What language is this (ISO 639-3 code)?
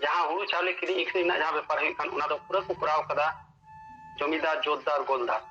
sat